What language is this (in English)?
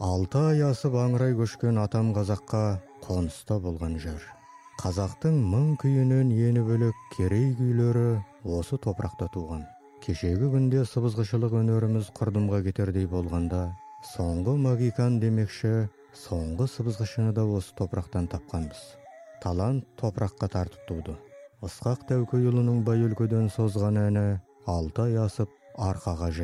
Kazakh